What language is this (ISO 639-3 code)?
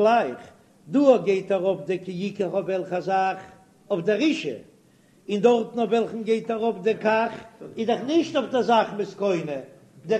yid